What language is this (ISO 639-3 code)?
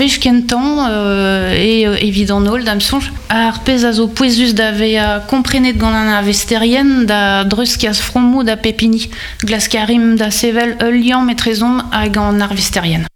bre